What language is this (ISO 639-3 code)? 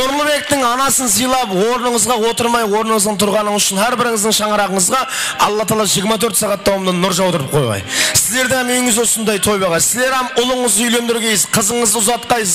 kaa